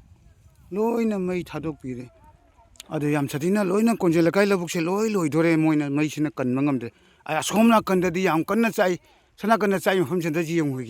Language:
Manipuri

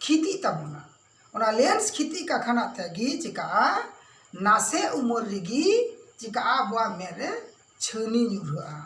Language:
Santali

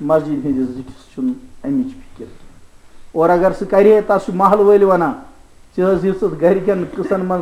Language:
Kashmiri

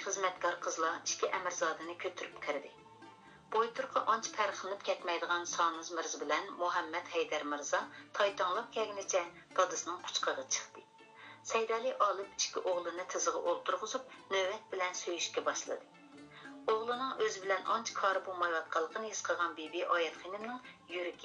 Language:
Uyghur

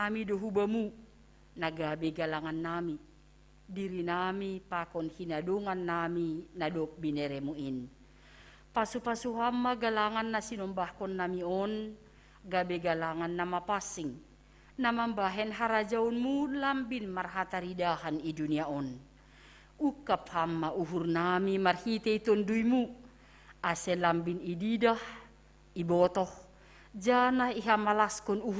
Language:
Batak Simalungun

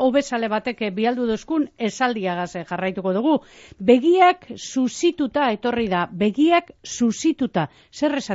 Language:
Basque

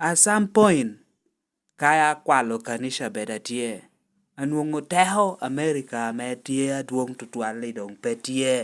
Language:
Lango (Uganda)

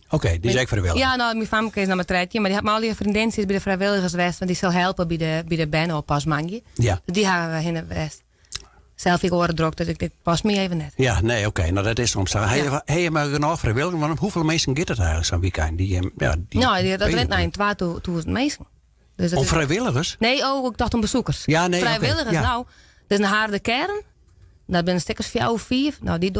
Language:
Western Frisian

